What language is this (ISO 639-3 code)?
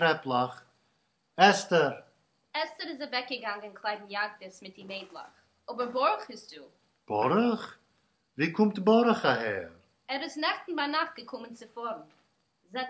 yid